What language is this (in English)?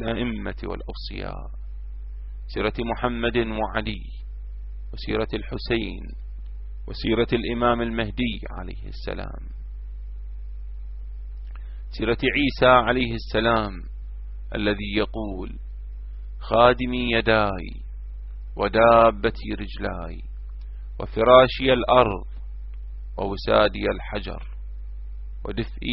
Arabic